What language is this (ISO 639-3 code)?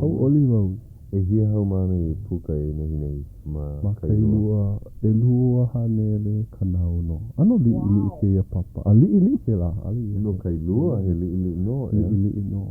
haw